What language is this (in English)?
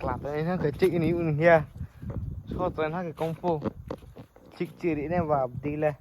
Riang (India)